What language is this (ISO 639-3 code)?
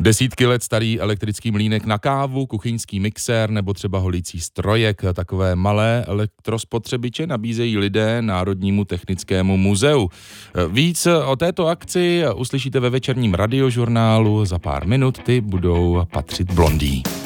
ces